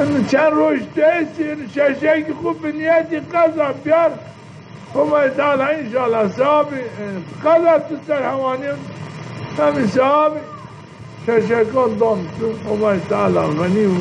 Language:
Zaza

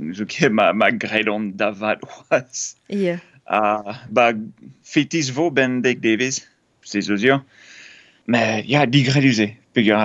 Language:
Breton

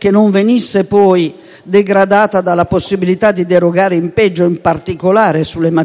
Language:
Italian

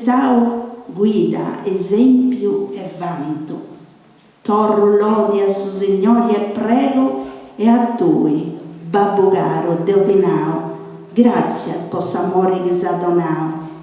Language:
Sardinian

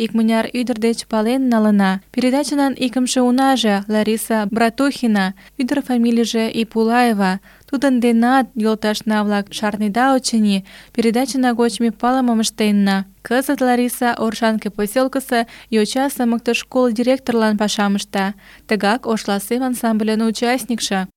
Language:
Mari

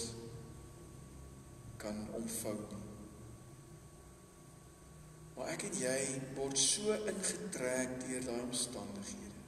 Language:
Afrikaans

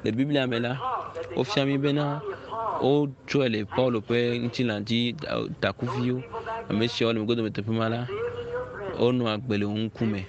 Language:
Ewe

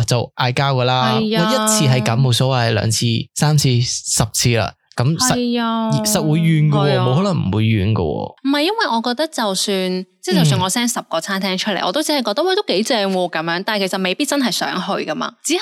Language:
Cantonese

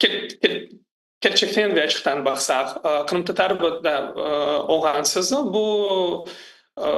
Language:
Crimean Tatar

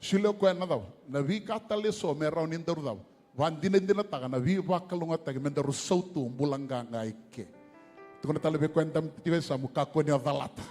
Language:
Fijian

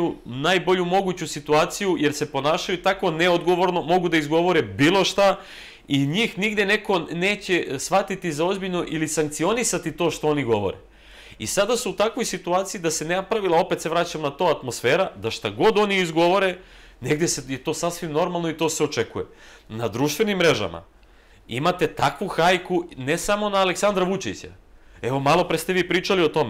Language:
Serbian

